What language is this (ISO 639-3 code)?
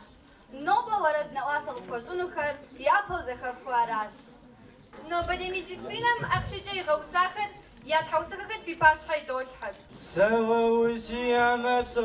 kbd